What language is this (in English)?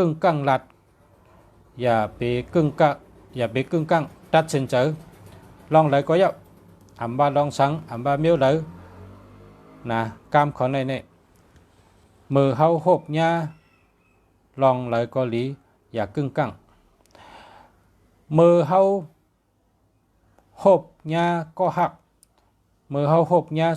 Shan